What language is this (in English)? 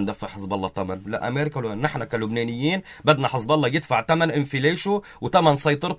North Levantine Arabic